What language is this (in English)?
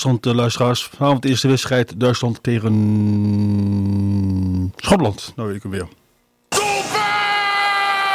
Dutch